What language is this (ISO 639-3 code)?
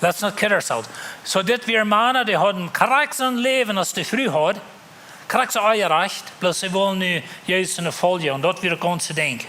pdt